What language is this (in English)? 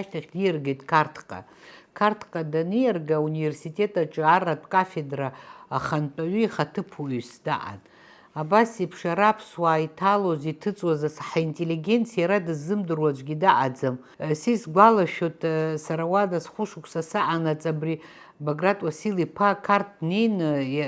Abkhazian